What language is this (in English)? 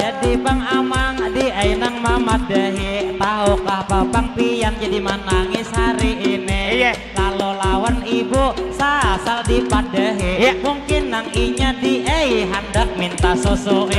Banjar